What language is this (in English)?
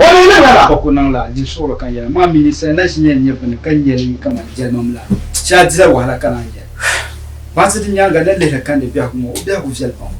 Dagbani